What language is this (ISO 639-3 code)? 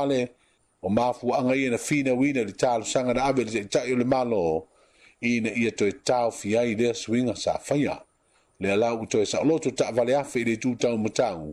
smo